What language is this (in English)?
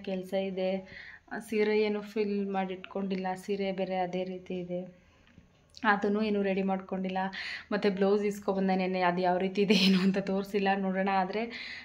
Kannada